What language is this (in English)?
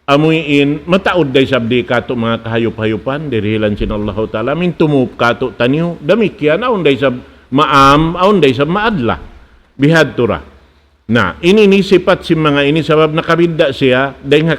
Tausug